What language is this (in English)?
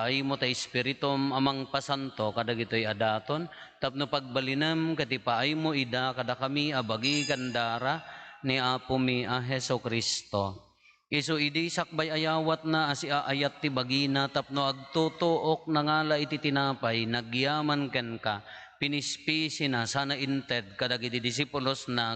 Iloko